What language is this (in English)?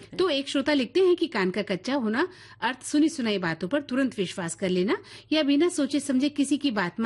Hindi